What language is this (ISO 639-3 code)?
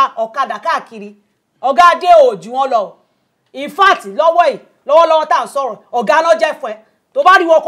yor